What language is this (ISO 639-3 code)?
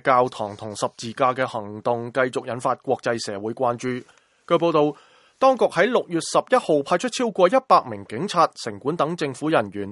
yue